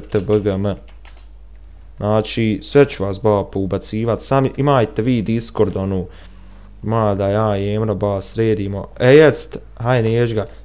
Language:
Bosnian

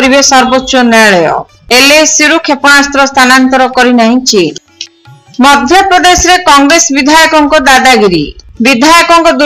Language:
Odia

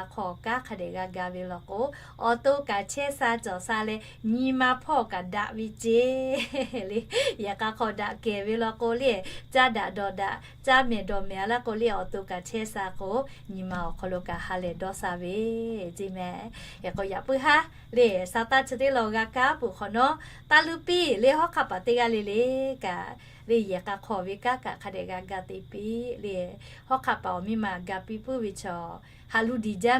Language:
Lahu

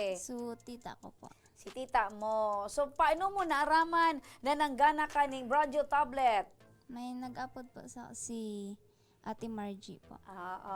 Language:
Bikol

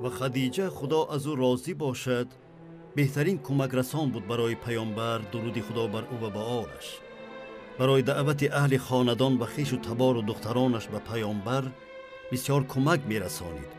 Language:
Tajik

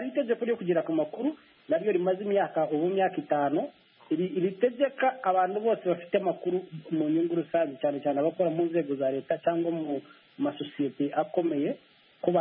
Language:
Kinyarwanda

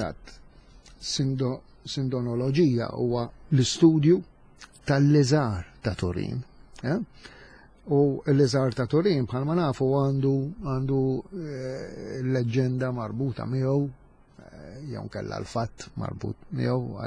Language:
Maltese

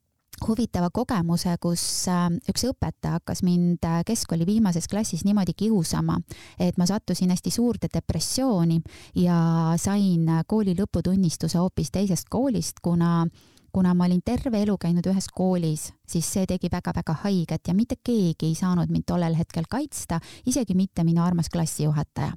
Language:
Estonian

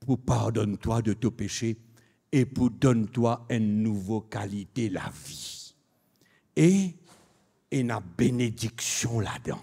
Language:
Morisyen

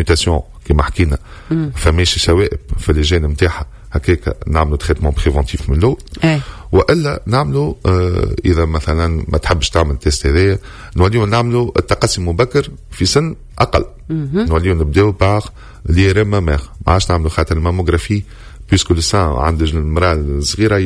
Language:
Tunisian Arabic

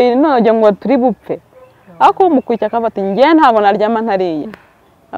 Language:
Kinyarwanda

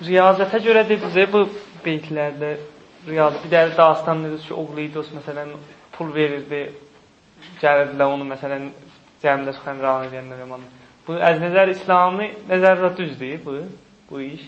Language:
South Azerbaijani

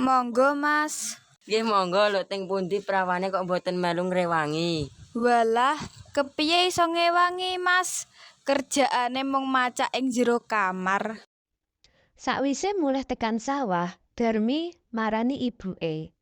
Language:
Javanese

